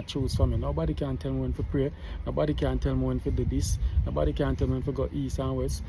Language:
Jamaican Creole English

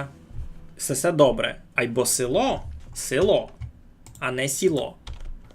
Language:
Rusyn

